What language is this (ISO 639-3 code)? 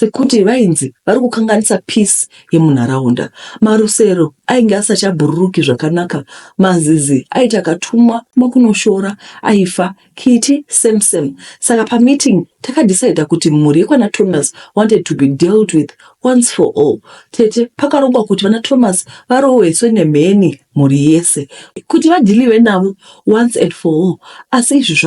sna